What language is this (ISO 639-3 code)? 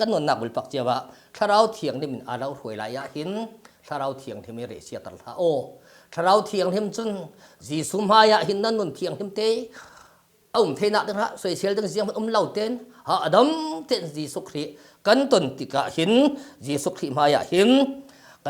cfm